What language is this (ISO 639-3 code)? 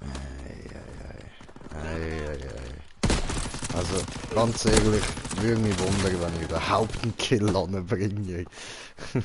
gsw